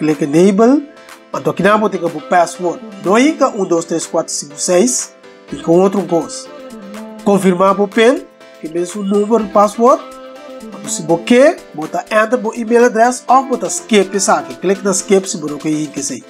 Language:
Papiamento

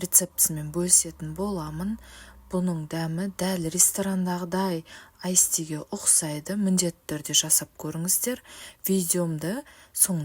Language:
Kazakh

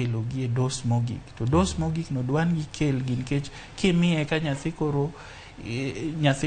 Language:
Luo (Kenya and Tanzania)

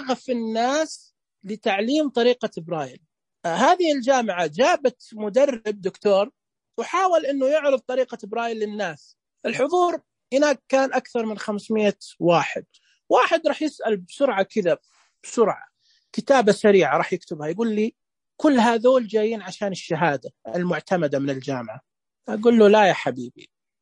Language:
Najdi Arabic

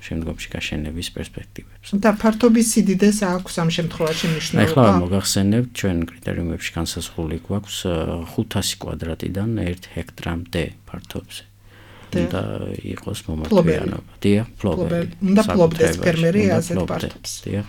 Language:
Georgian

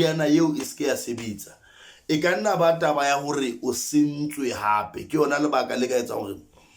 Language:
Southern Sotho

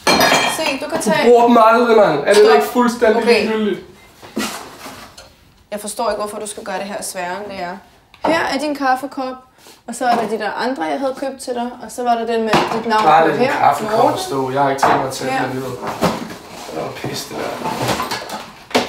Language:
Danish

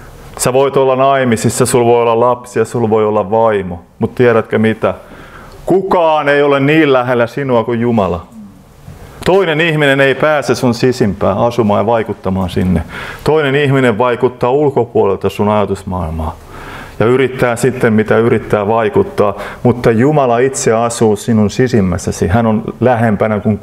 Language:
Finnish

